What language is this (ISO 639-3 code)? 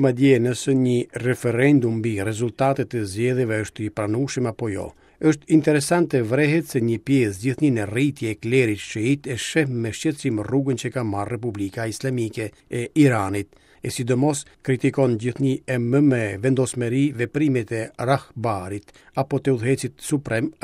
sqi